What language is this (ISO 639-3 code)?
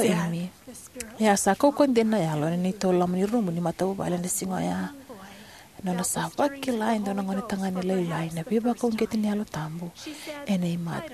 fij